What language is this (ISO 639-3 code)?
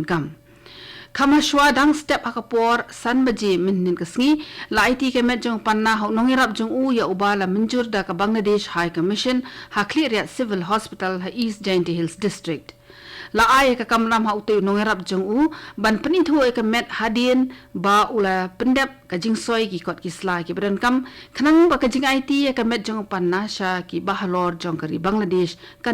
kha